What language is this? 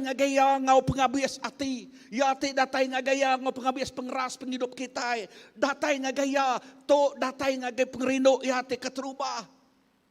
Iban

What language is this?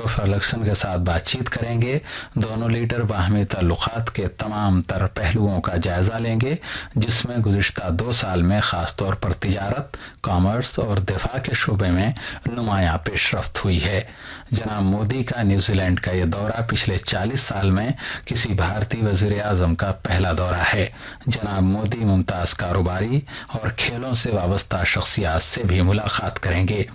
Urdu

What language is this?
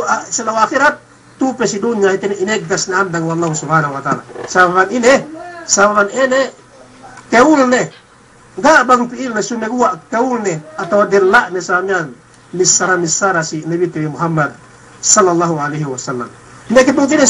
Yakan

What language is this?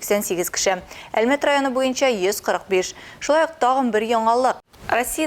Tatar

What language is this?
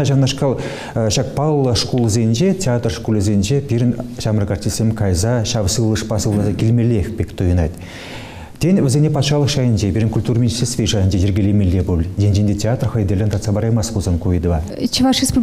Chuvash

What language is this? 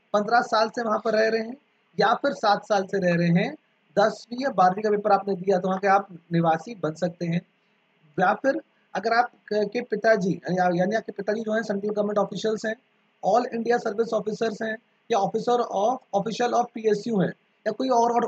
Hindi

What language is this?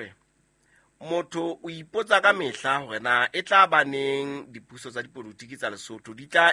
Southern Sotho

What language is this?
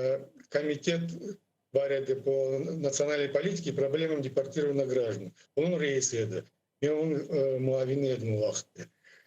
Crimean Tatar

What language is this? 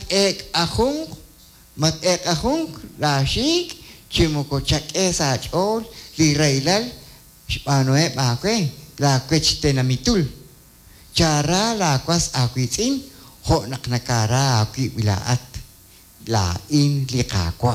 Kekchí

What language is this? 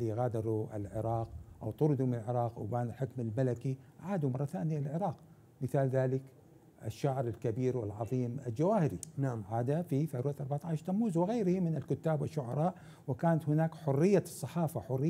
Arabic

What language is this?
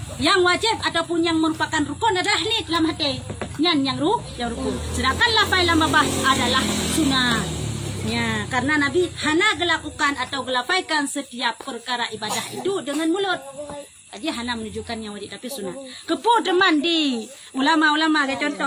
Achinese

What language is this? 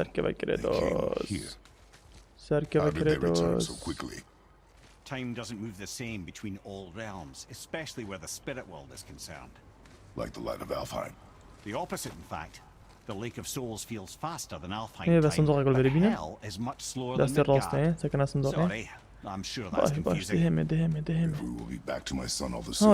Kurdish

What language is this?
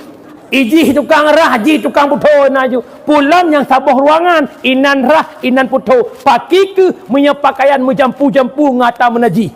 Achinese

